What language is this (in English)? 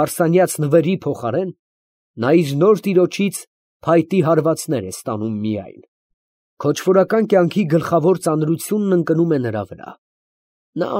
Armenian